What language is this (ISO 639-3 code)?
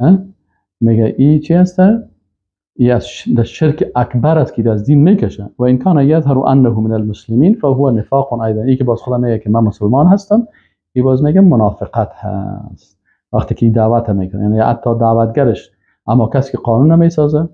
fas